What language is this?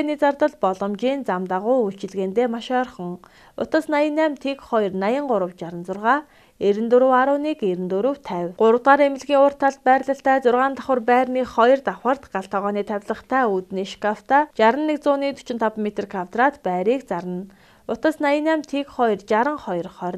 Mongolian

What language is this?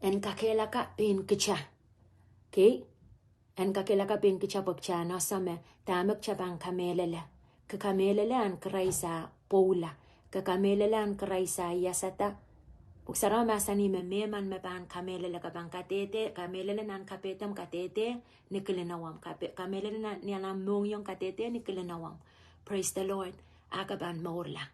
Pohnpeian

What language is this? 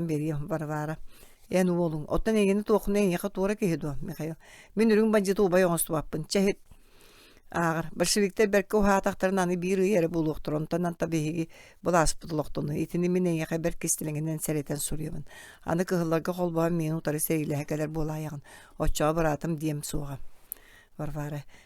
Yakut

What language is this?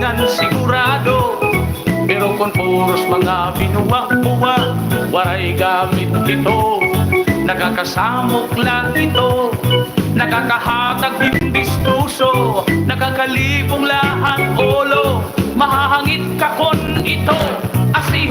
Waray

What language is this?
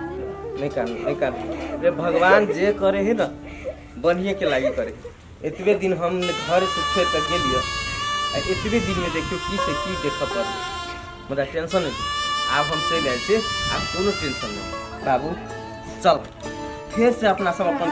Maithili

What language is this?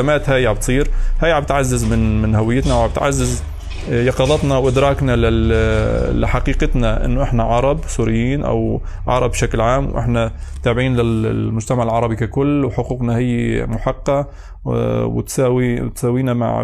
North Levantine Arabic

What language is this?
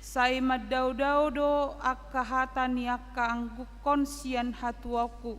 Batak Toba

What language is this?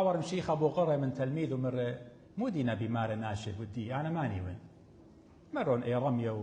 Assyrian Neo-Aramaic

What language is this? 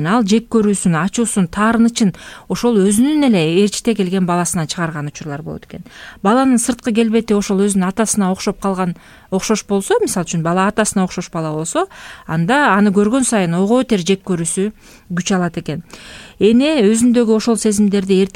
Kyrgyz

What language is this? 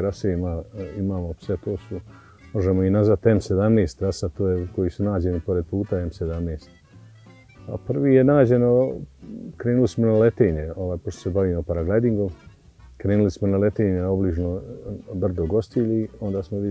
Bosnian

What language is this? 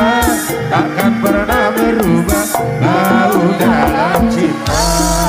Indonesian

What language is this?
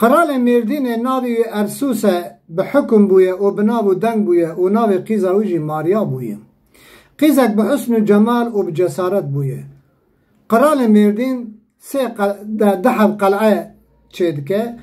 Kurdish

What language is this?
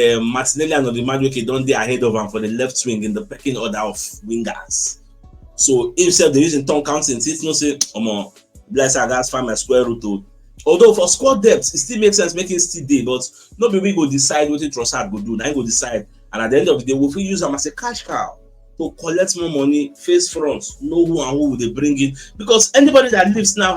Nigerian Pidgin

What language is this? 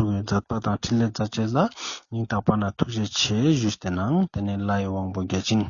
Ladakhi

